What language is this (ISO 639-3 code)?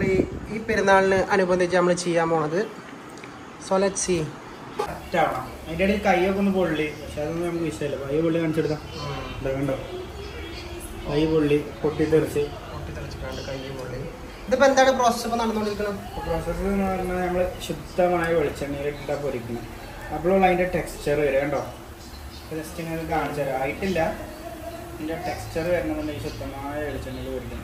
mal